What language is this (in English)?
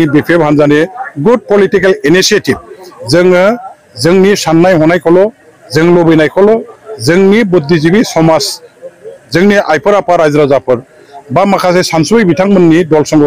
Bodo